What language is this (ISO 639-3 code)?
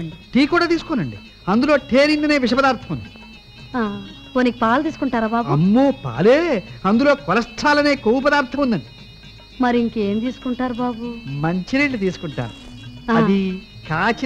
tel